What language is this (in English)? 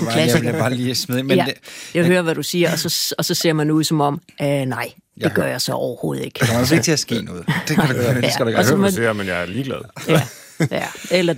Danish